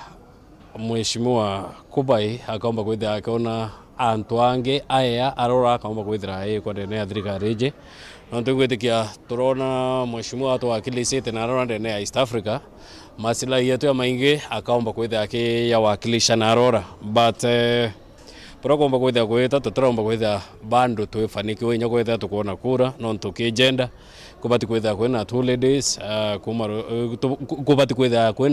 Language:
Meru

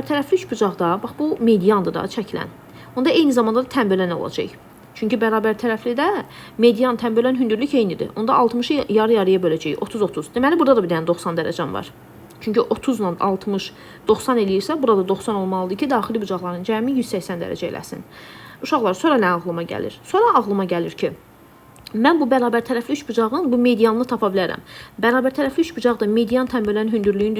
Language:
Azerbaijani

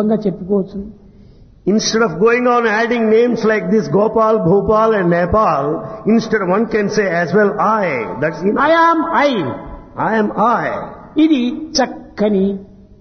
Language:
Telugu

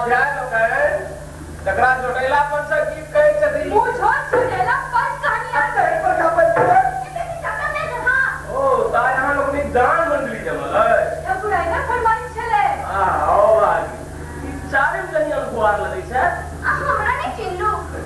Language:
Maithili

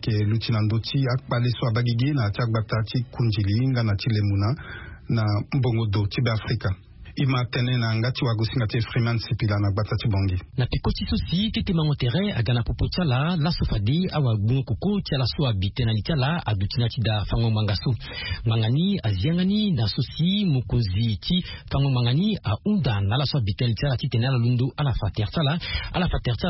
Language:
Sango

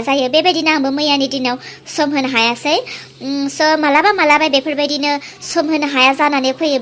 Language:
Bodo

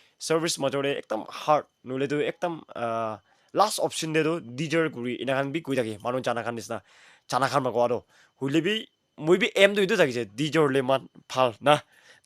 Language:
Naga Pidgin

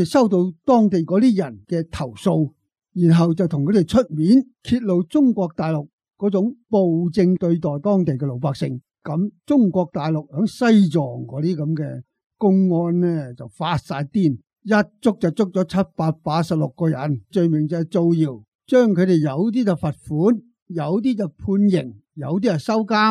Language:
Cantonese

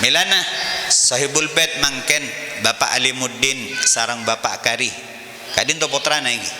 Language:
Madurese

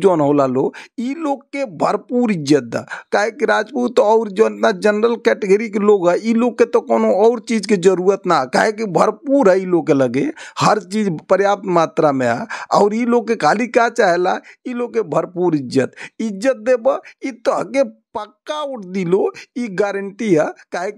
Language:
Bhojpuri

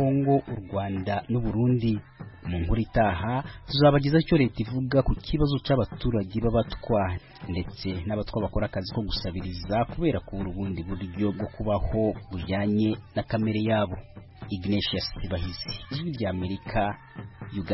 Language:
Kinyarwanda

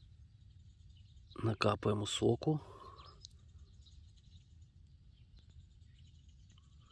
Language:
Ukrainian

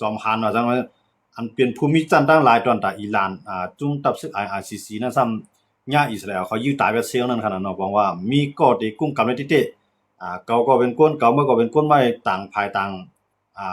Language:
Shan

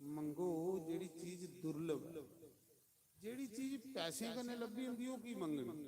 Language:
Dogri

